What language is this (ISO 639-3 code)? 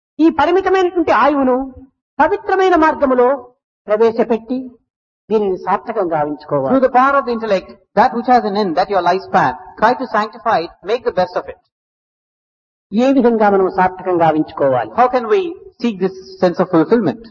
tel